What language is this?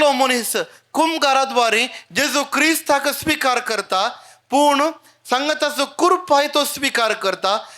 Konkani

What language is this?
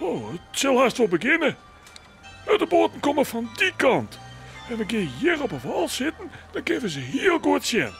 Western Frisian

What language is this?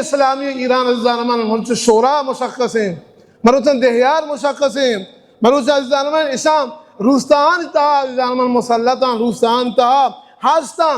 Baluchi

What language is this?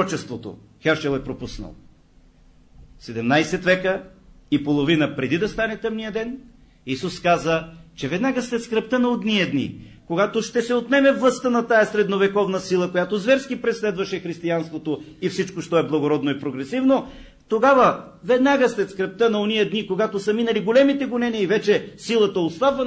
Bulgarian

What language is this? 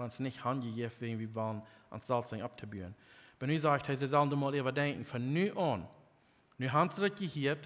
Plautdietsch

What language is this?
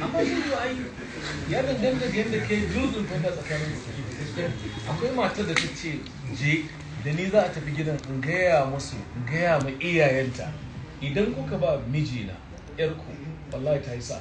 Hausa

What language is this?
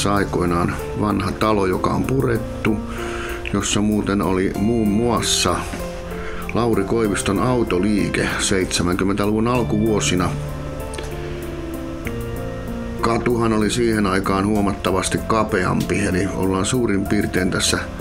Finnish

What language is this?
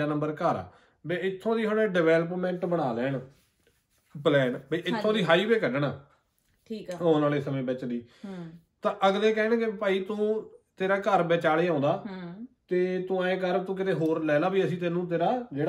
Punjabi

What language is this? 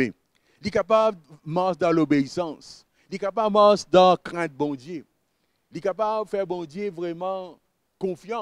Morisyen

